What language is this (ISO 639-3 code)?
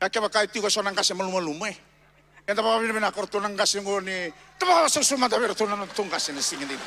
fij